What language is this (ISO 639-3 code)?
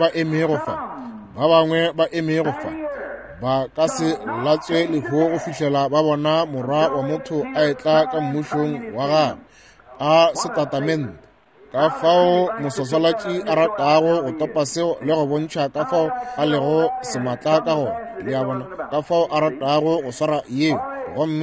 nso